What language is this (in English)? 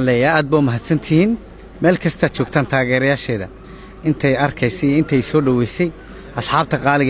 Somali